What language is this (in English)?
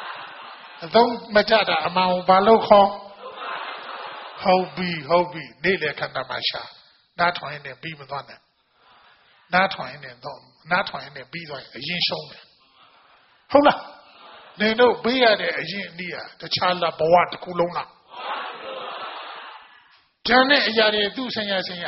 Burmese